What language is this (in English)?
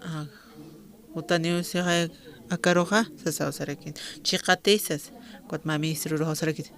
Aymara